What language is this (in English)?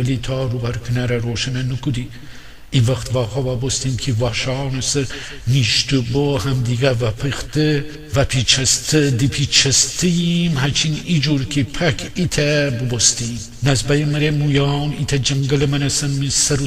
Gilaki